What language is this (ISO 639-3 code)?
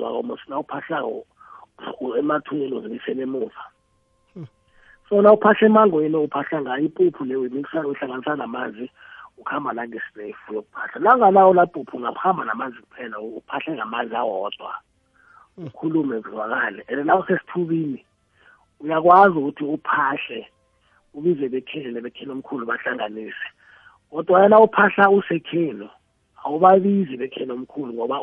nbl